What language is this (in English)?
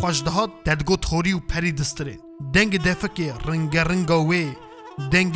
Kurdish